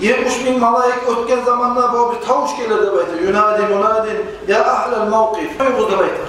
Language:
Kumyk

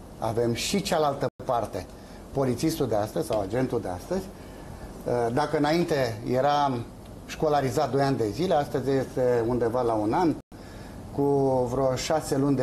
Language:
Romanian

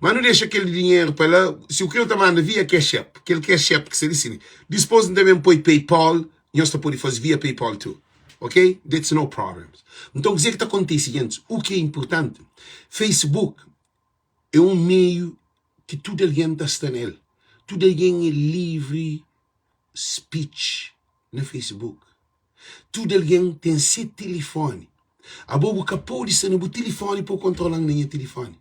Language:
Kabuverdianu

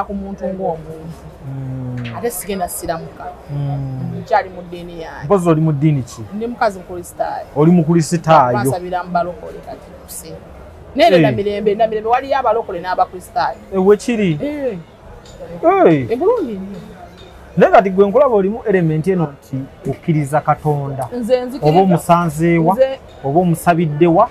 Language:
Ganda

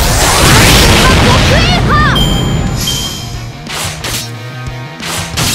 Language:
Japanese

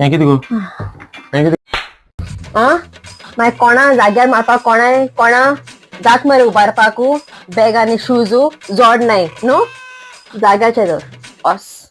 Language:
Konkani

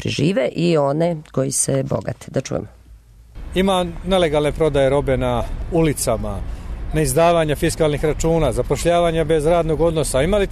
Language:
Serbian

